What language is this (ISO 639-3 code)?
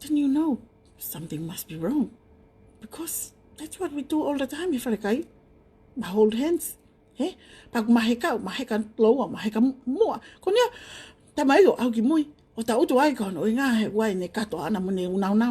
ton